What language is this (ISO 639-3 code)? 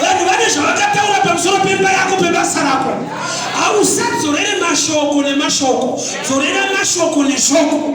sna